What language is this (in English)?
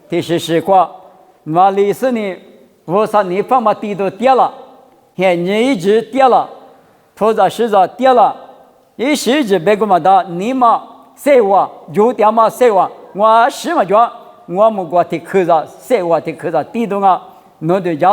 Lisu